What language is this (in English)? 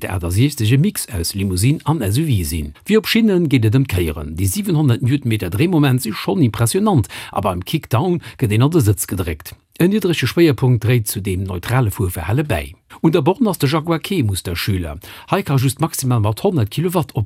Luxembourgish